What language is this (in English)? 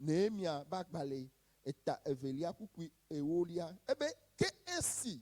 Ewe